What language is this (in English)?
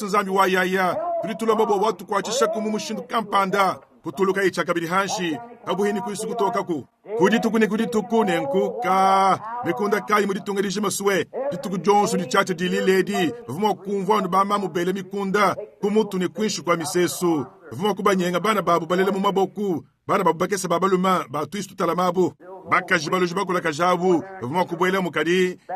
Luba-Lulua